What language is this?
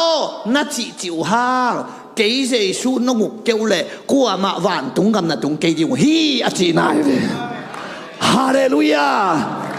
Tedim Chin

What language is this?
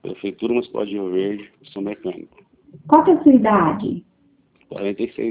Portuguese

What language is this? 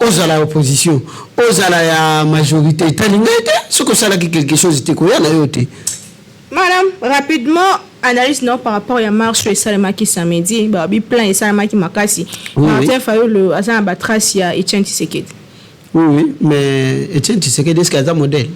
Lingala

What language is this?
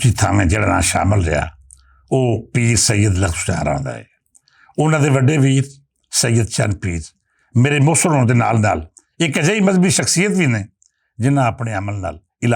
Western Panjabi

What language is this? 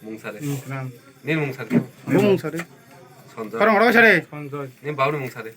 Kok Borok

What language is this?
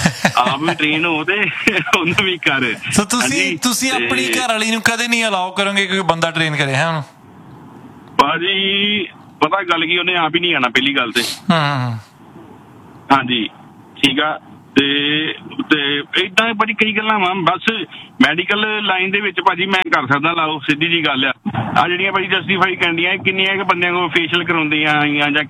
Punjabi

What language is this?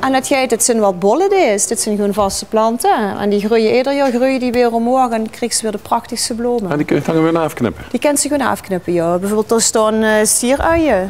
Limburgish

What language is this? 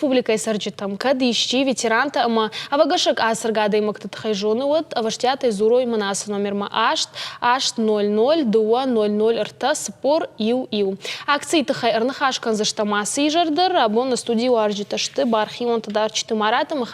Ossetic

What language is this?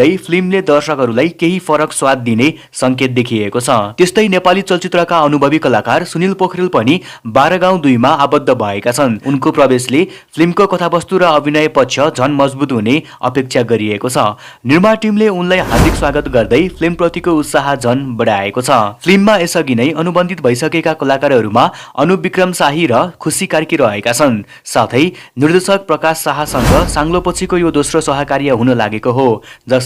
Nepali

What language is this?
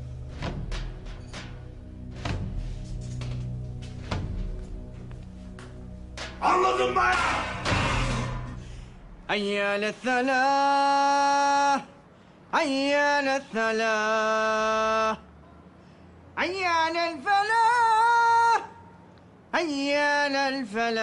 Turkish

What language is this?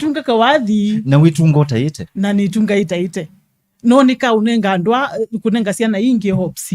Kamba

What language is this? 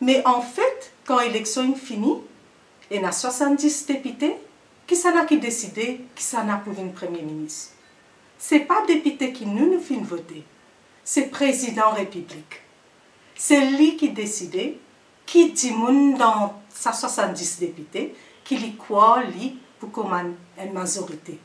Morisyen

